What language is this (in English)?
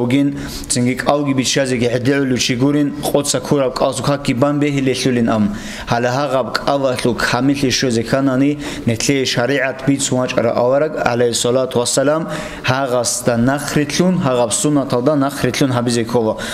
Avaric